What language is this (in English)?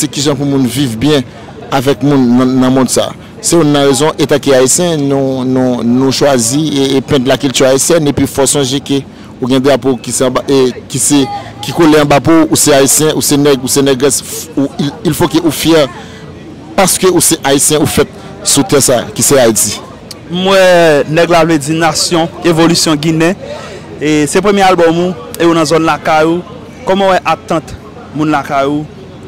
Haitian Creole